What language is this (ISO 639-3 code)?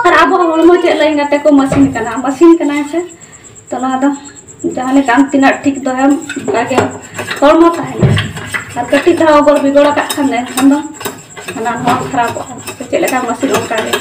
sat